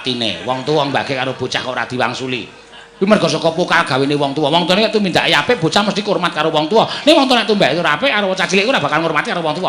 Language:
Javanese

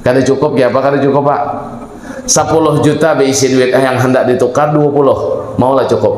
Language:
Banjar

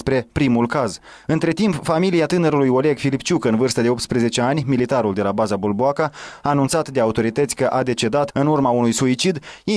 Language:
Romanian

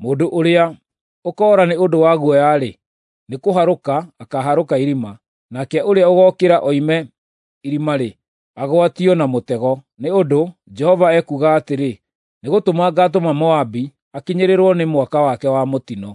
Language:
Kikuyu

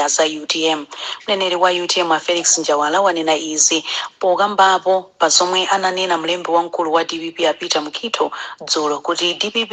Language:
Nyanja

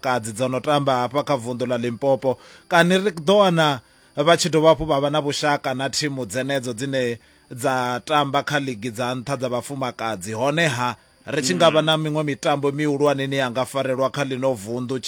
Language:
Venda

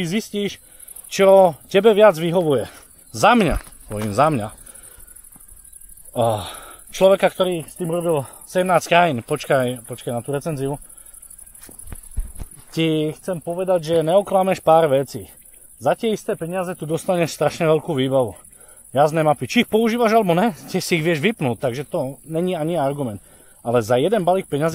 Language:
Slovak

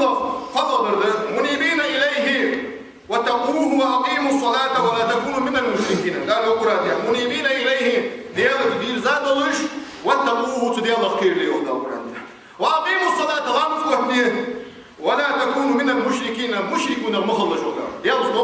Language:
Ingush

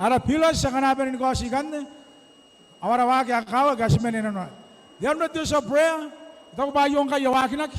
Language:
Gilbertese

